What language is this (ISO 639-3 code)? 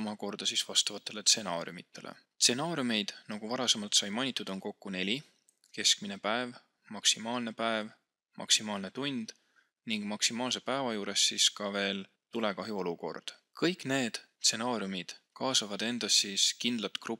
est